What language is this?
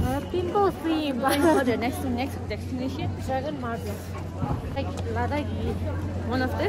Tibetan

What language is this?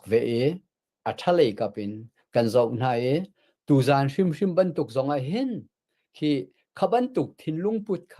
Hakha Chin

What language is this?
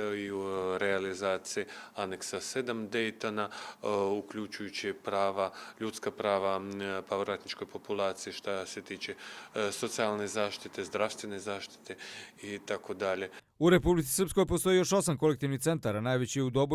Bosnian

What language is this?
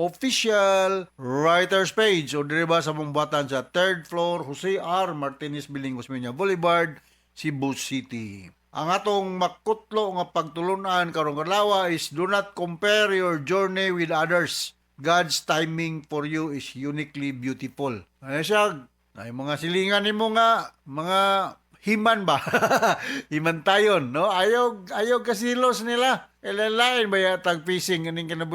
Cebuano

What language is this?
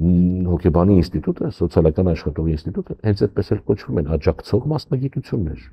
Armenian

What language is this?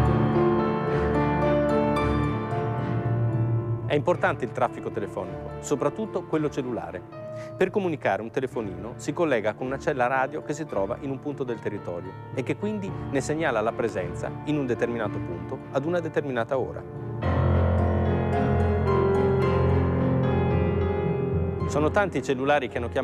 Italian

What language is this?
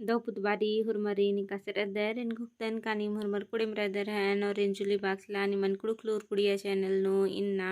Kurukh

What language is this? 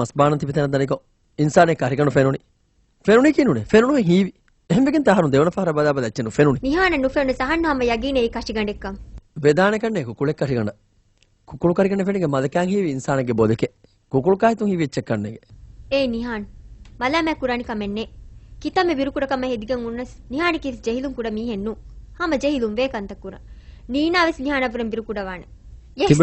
Divehi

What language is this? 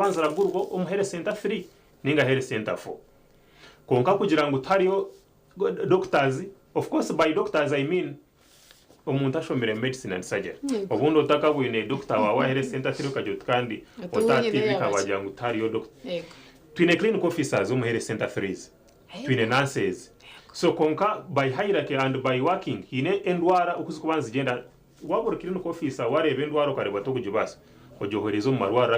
Nyankole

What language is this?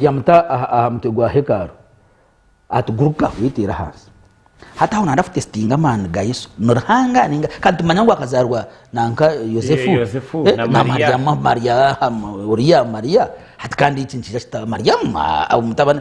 Nyankole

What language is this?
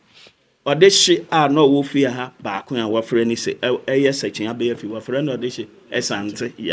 Akan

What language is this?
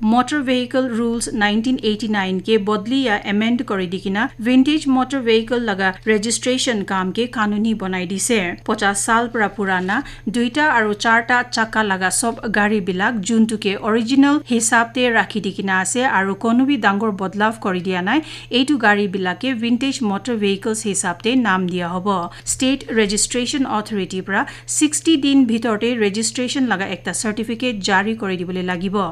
Naga Pidgin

